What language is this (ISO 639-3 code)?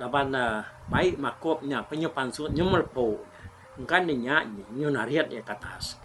iba